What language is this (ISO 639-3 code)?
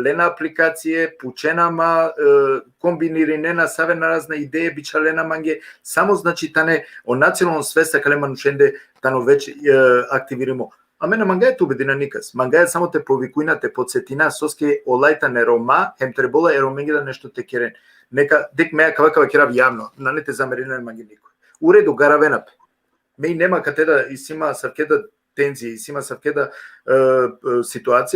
rmn